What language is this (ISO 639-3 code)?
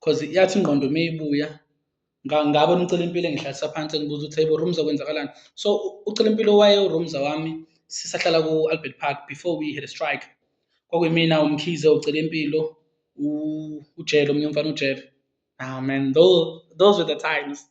zul